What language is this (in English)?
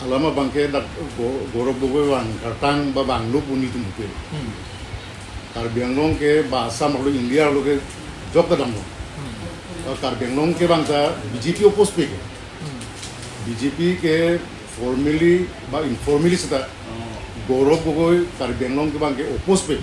Karbi